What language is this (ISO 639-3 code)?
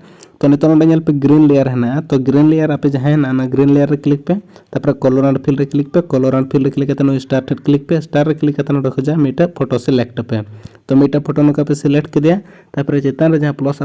sat